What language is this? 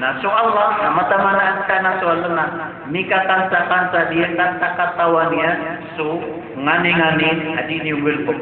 Maranao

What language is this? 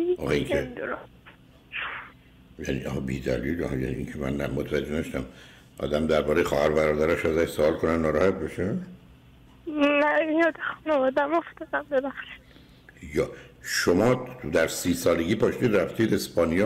Persian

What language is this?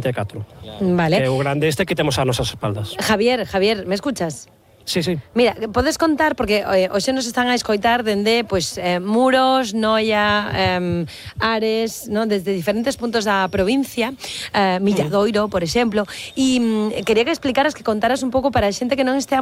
Galician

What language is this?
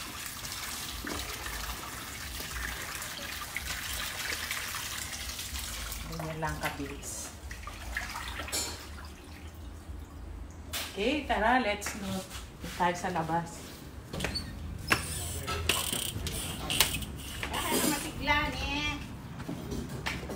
Filipino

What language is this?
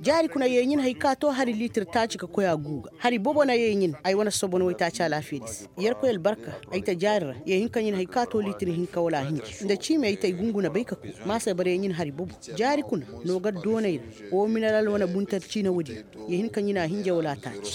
Koyraboro Senni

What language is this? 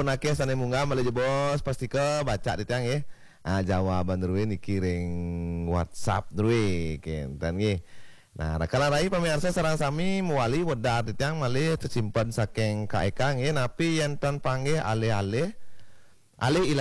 Balinese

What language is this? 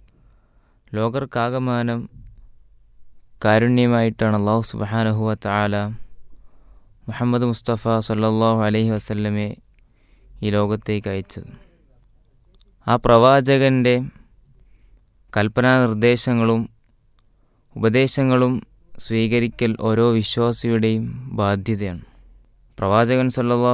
Malayalam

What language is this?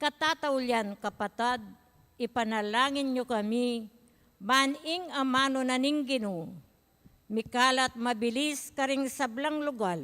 Pampanga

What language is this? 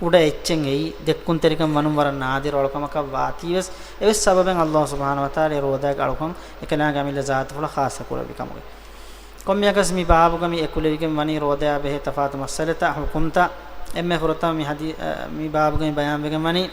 Divehi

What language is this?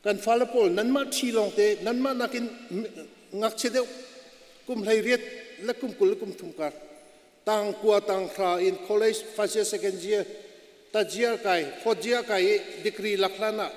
Hakha Chin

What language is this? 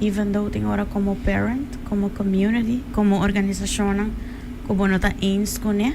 Papiamento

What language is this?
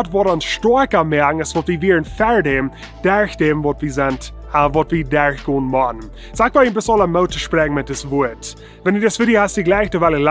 Plautdietsch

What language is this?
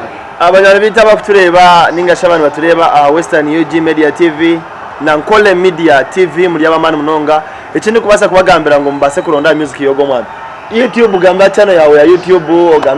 Nyankole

